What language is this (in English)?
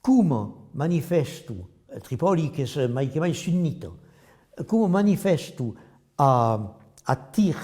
Occitan